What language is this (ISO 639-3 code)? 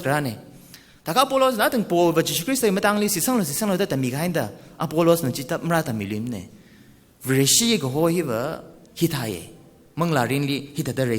nmf